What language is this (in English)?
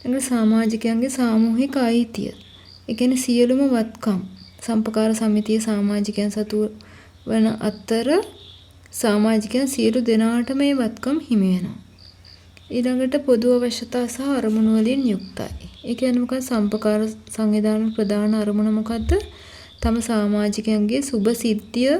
Sinhala